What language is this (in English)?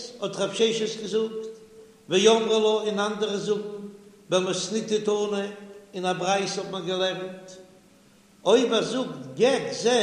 Yiddish